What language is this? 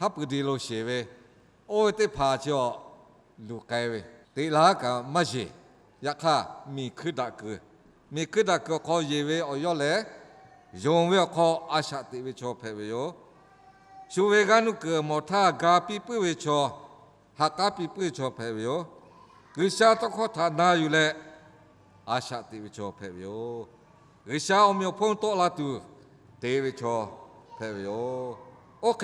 Lahu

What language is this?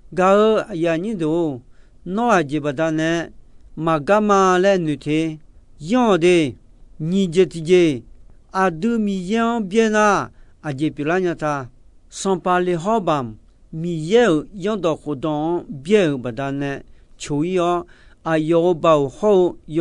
Akha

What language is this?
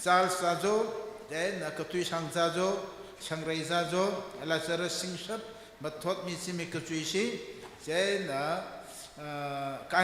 Tangkhul Naga (India)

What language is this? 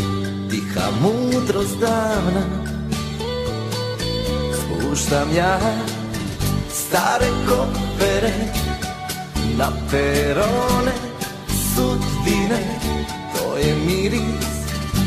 Serbian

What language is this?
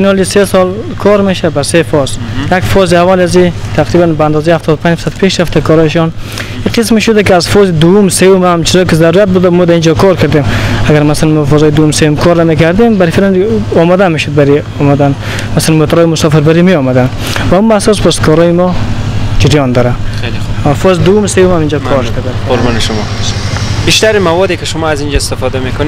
Persian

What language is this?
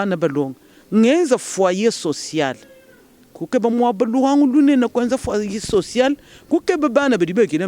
Luba-Lulua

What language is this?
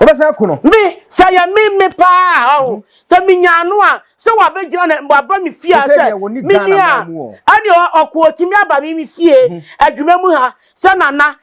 Akan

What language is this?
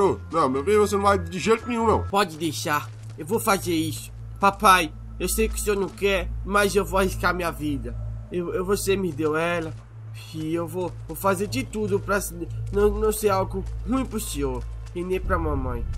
Portuguese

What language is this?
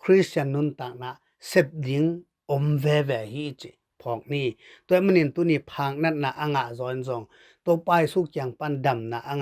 Tedim Chin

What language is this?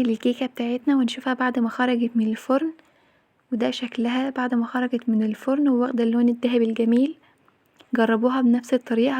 Egyptian Arabic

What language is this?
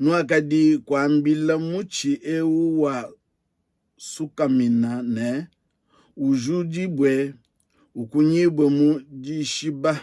Luba-Lulua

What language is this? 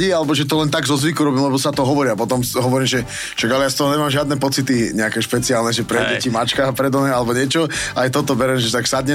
Slovak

